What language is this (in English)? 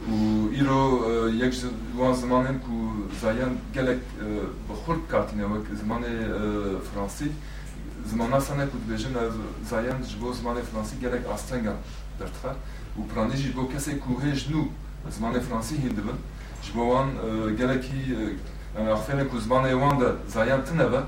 Kurdish